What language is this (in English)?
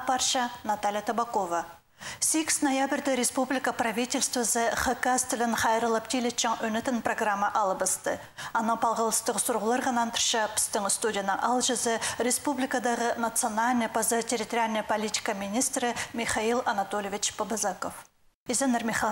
Khakas